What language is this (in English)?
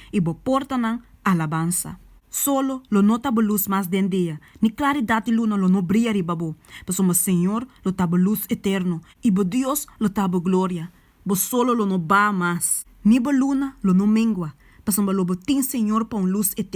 Papiamento